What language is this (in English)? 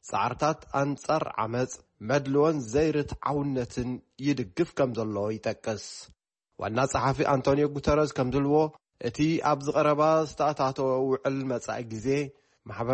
Tigrinya